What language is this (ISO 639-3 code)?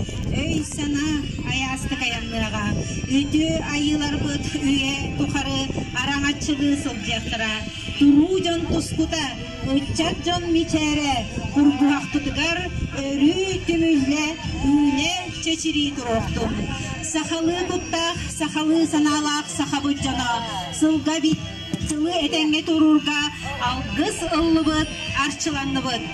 sah